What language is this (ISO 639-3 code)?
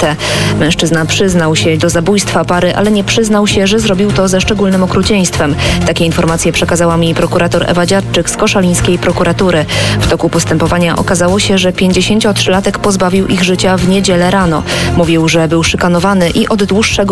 pol